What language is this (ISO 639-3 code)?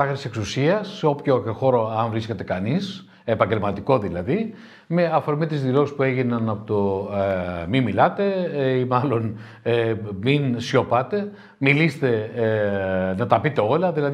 ell